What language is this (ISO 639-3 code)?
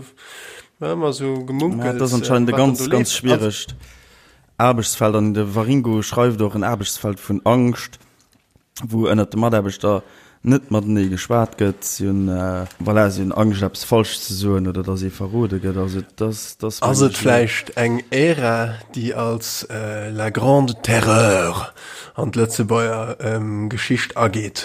ltz